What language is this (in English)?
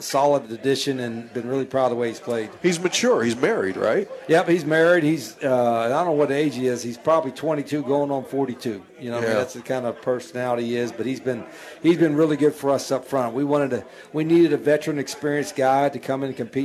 English